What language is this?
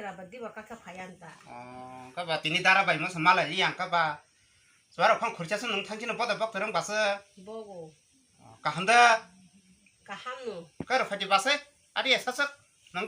Kok Borok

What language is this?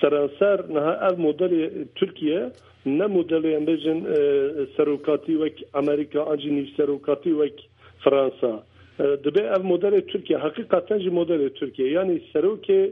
Kurdish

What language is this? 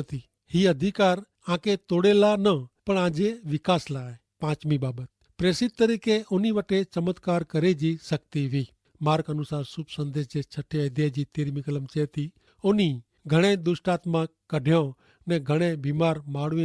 Kachhi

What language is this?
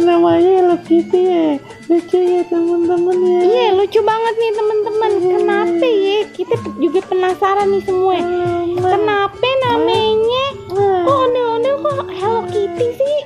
Betawi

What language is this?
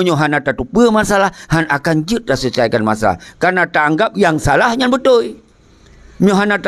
Achinese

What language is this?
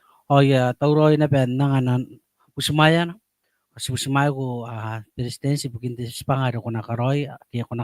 Gilbertese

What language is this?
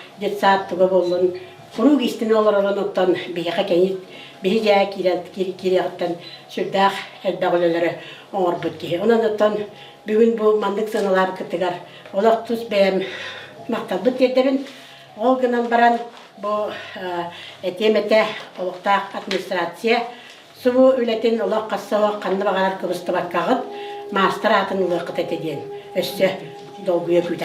Yakut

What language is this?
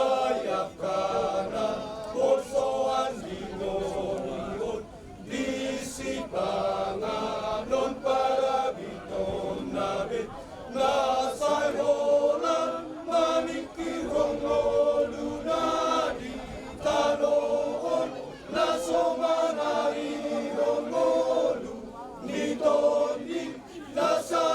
Batak Toba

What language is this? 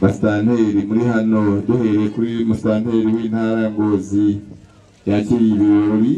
Rundi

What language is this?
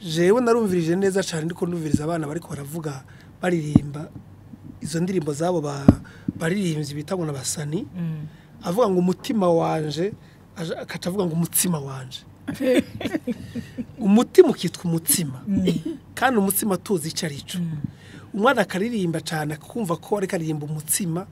Rundi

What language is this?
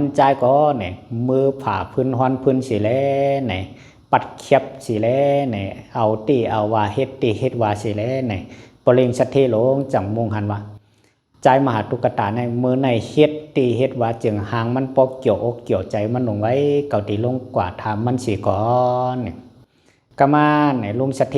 Shan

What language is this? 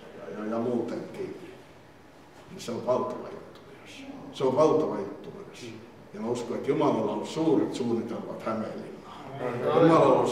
Finnish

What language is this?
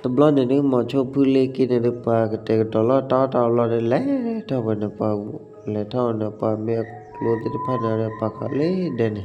S'gaw Karen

